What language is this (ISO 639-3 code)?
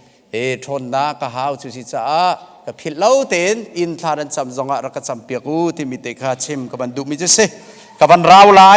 cnh